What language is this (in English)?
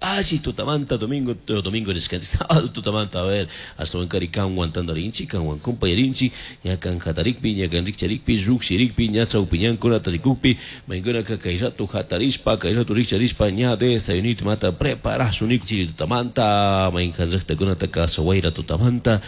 Chimborazo Highland Quichua